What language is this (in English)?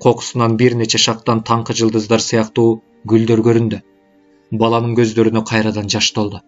Kyrgyz